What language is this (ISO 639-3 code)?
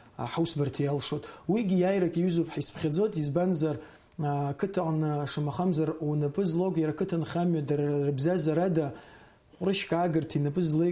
abk